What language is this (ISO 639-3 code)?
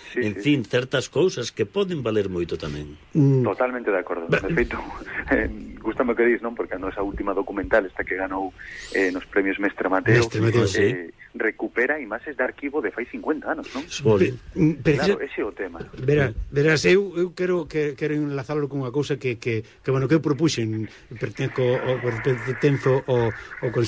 glg